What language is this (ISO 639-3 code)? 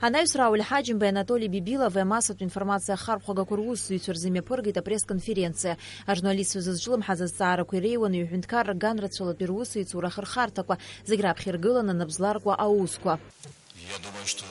abk